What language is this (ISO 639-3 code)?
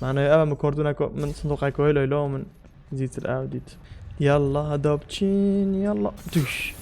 kur